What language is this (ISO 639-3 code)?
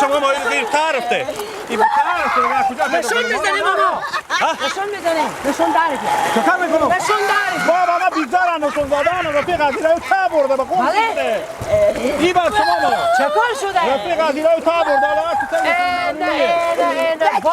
haz